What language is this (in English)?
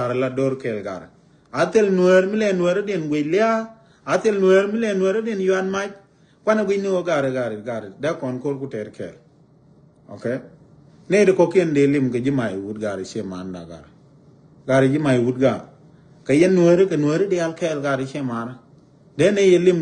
Nuer